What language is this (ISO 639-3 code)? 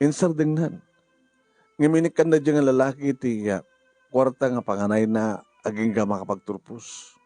ilo